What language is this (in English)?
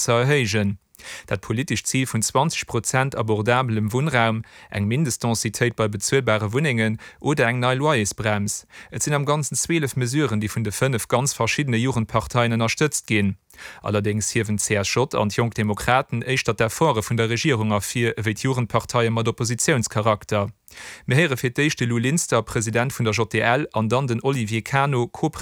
Luxembourgish